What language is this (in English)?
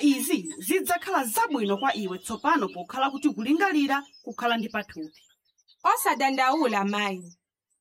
Nyanja